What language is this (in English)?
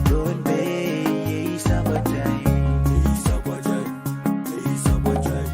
Pohnpeian